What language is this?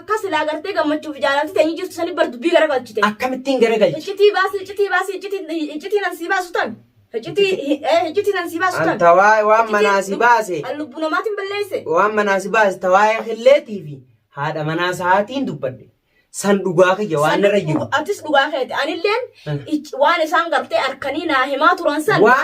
Oromo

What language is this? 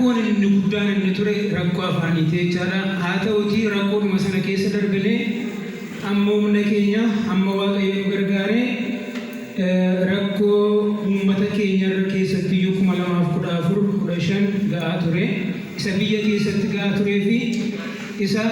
Oromo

